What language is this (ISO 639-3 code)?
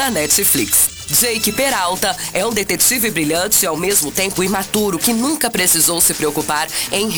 por